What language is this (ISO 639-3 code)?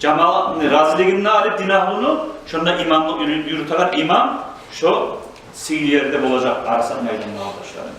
kum